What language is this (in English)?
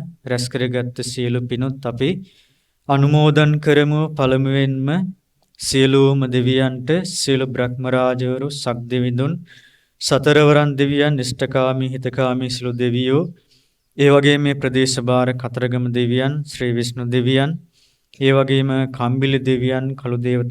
Sinhala